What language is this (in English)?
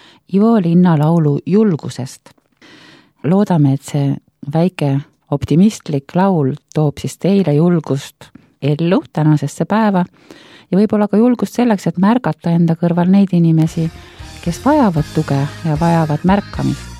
Estonian